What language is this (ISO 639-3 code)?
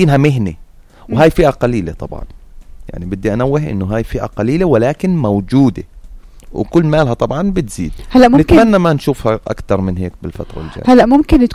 apc